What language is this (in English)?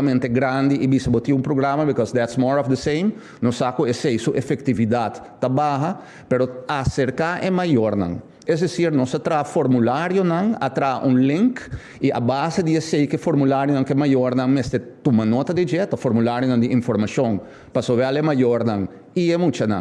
Papiamento